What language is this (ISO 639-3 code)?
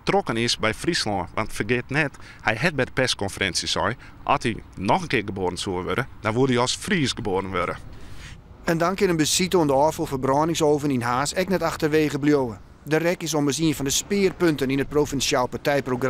fry